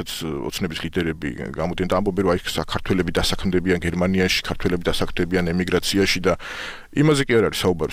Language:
Georgian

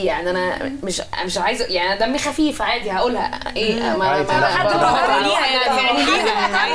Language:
Egyptian Arabic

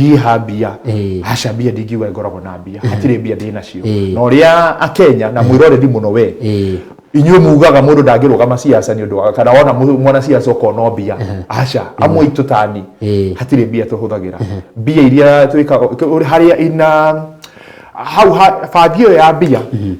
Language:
Kikuyu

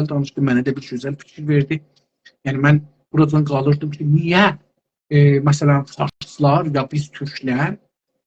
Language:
South Azerbaijani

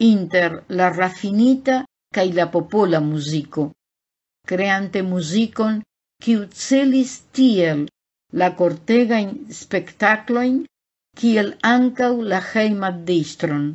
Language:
Esperanto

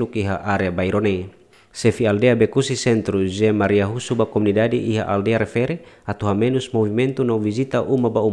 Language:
Tetum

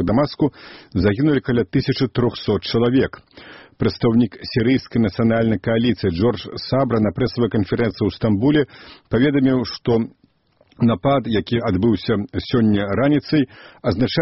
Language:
Belarusian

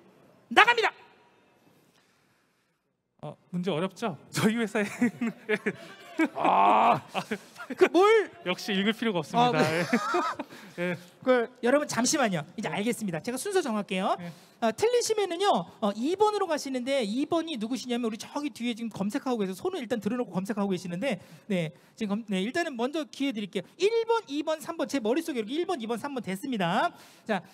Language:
Korean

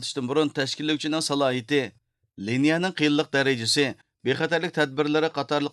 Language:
Uyghur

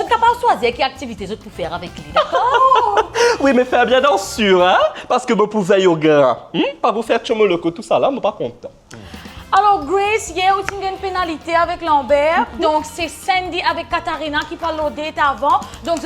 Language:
Morisyen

